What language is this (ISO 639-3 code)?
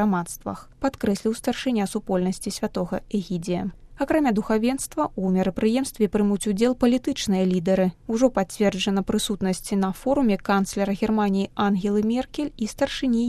bel